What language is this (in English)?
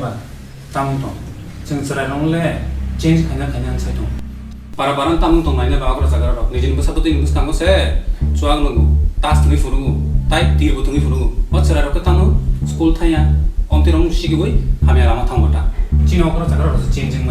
Kok Borok